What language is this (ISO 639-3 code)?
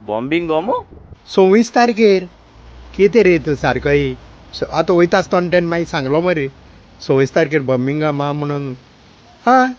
kok